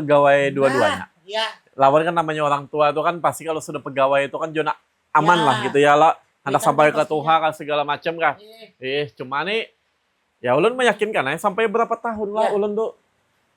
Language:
Banjar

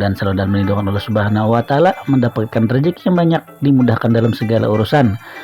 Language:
Banjar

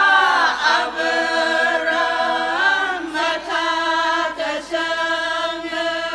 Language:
Tangkhul Naga (India)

